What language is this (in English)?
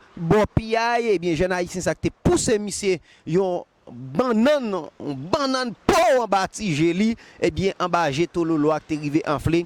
Haitian Creole